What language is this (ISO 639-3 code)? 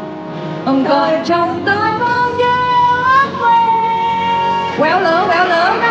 vie